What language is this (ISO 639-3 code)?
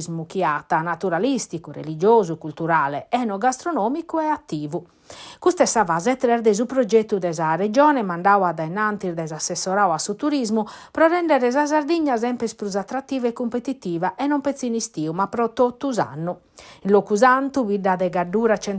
srd